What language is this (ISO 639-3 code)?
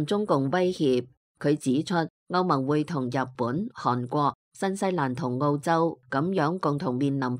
yue